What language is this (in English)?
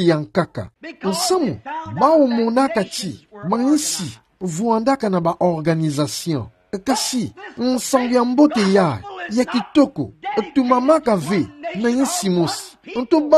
Kituba (Democratic Republic of Congo)